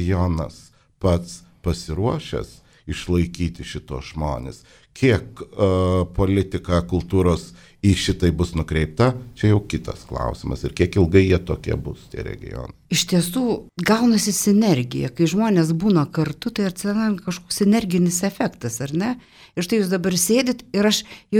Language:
Lithuanian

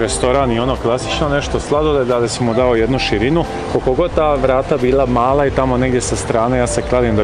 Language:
Croatian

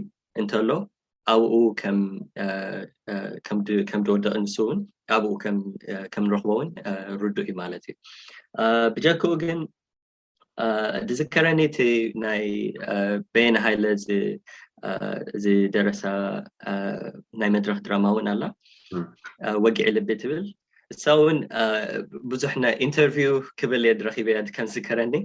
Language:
Tigrinya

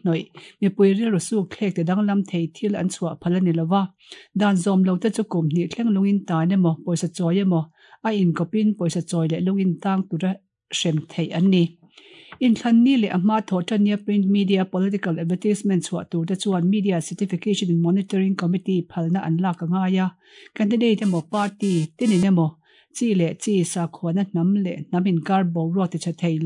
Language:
Mizo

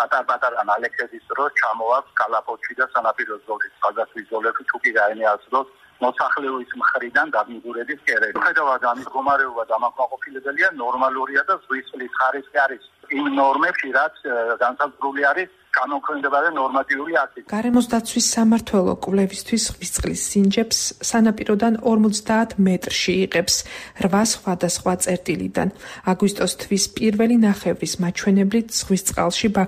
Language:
Georgian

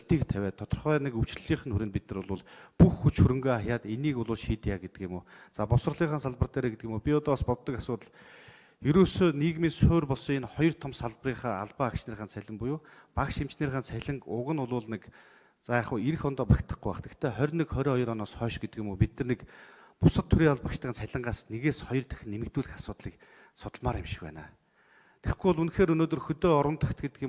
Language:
Mongolian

